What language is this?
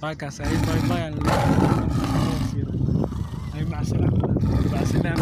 Somali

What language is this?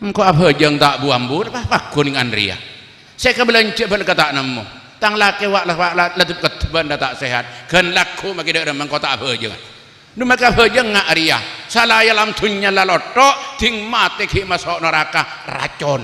Madurese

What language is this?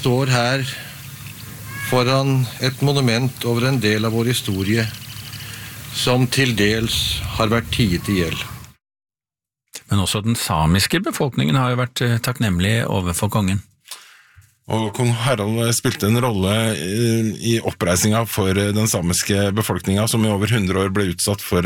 Norwegian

